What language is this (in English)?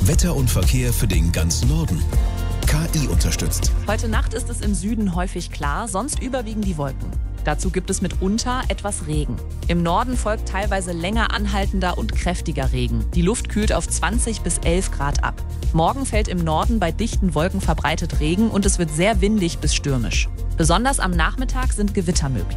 German